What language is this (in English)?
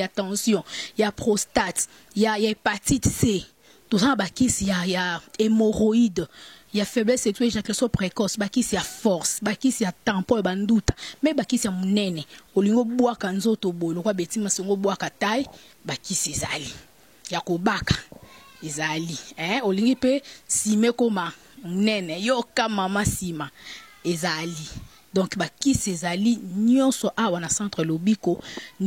Lingala